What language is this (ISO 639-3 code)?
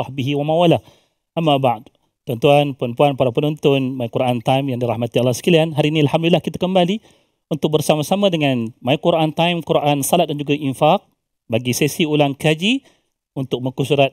msa